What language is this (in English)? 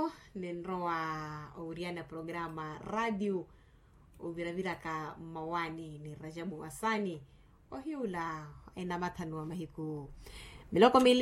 Makhuwa